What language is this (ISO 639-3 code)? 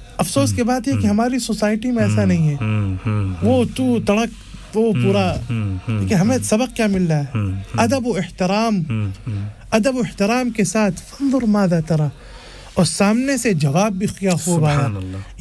urd